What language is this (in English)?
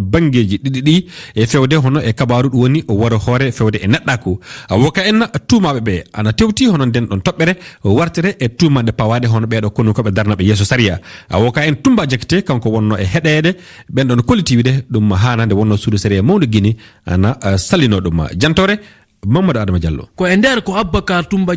Fula